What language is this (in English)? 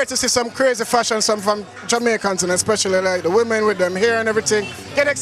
Jamaican Creole English